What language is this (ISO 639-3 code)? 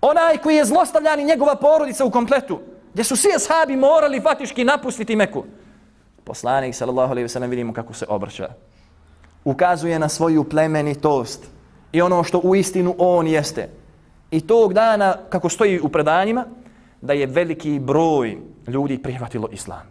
bos